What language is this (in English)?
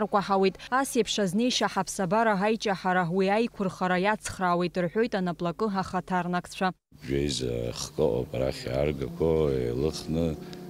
Abkhazian